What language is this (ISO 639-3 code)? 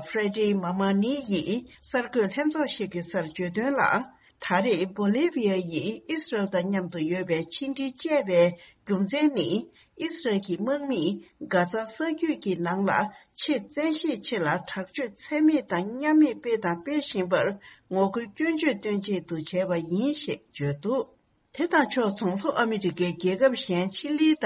bod